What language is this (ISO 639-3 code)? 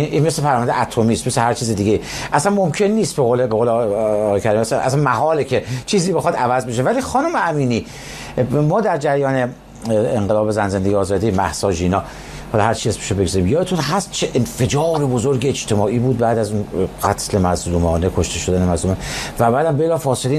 fas